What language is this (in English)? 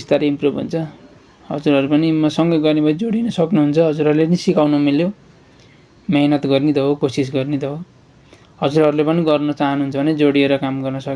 Nepali